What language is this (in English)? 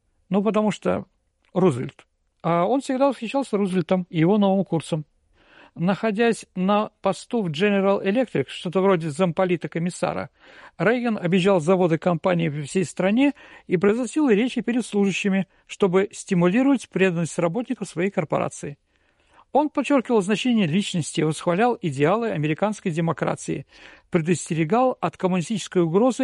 Russian